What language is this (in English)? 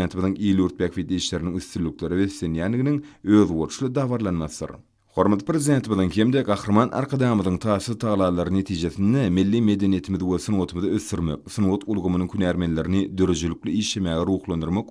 Turkmen